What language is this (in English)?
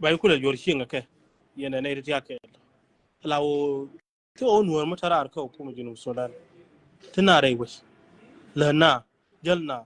Nuer